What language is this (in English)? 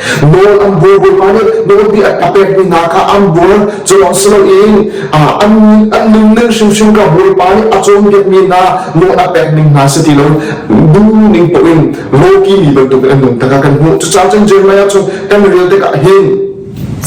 Hakha Chin